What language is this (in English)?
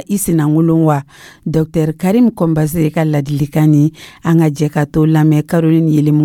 Dyula